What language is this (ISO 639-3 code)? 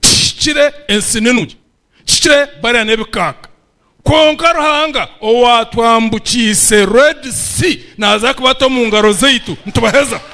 nyn